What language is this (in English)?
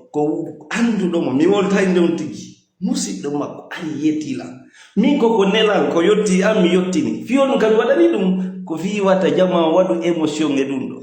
Fula